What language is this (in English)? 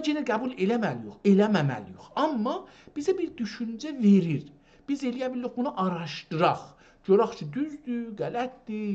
South Azerbaijani